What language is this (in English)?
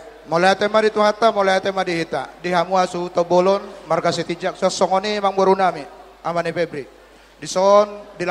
Batak Toba